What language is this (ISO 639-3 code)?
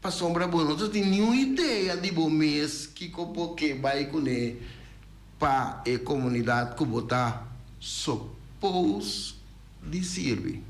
pap